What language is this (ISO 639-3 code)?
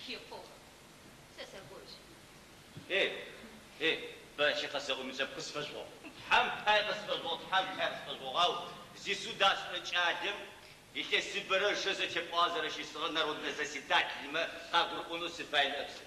ady